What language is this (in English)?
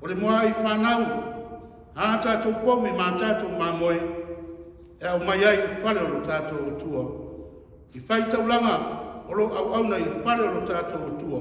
Samoan